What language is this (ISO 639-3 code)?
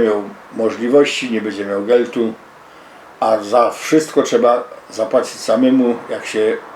szl